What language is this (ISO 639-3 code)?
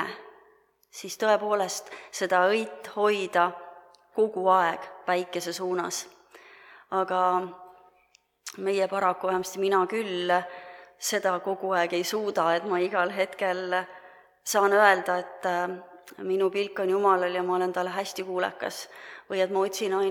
est